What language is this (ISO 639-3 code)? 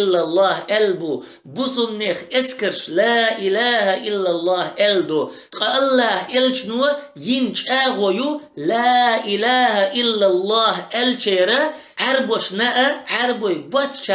che